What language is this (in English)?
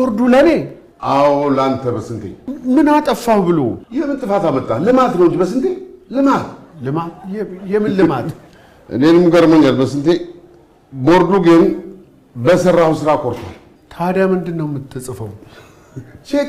Amharic